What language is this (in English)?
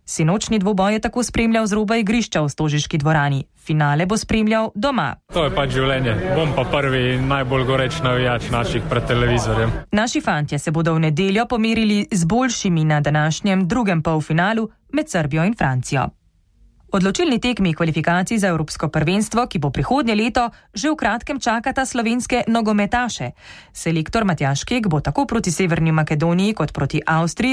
Slovenian